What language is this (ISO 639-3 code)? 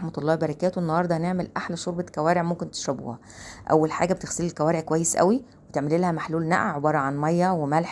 arz